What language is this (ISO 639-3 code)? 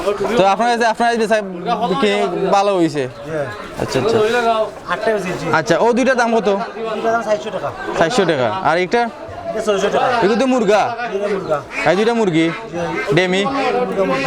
syl